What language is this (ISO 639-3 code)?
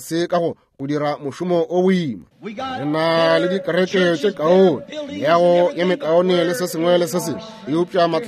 nso